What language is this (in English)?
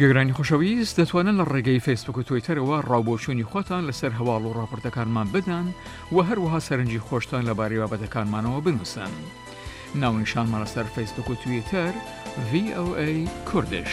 Central Kurdish